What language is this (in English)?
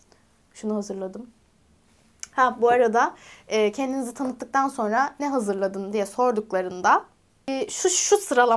Turkish